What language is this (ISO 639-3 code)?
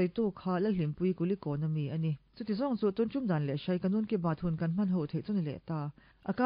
lus